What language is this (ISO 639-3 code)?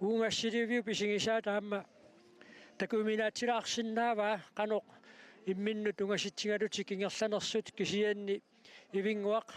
kal